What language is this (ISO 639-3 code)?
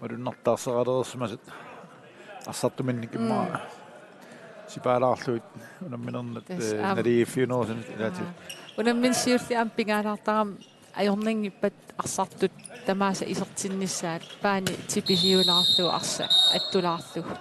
kal